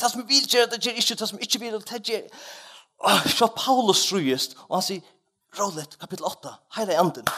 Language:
Faroese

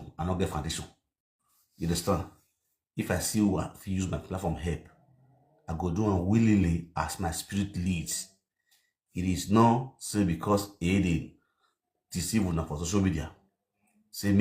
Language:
Nigerian Pidgin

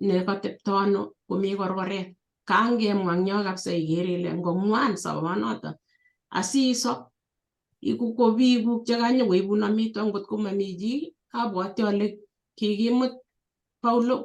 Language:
Kalenjin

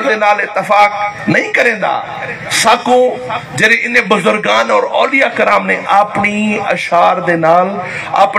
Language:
Saraiki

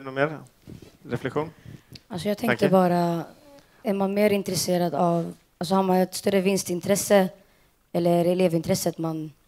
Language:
Swedish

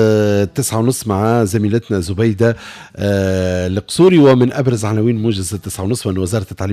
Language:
Tunisian Arabic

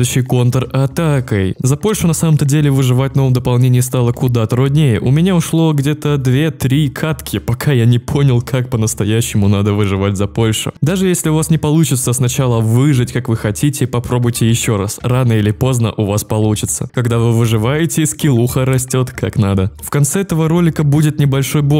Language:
Russian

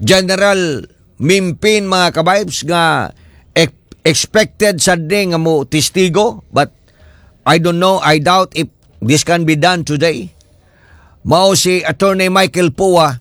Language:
Cebuano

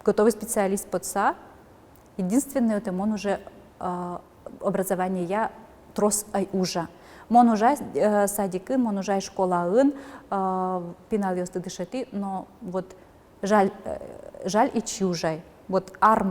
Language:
Udmurt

